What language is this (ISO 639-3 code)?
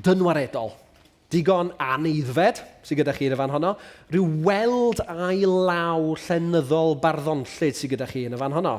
cym